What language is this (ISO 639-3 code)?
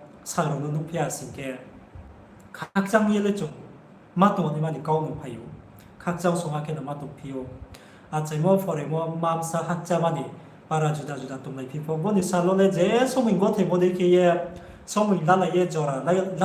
ria